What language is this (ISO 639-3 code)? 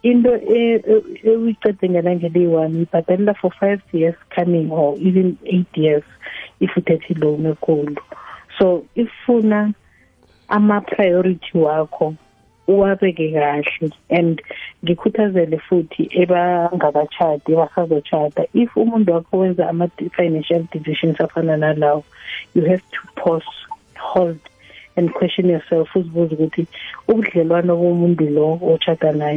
nbl